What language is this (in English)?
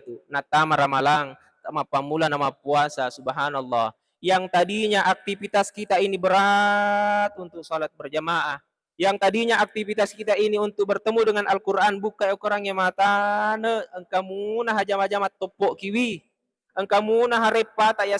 Buginese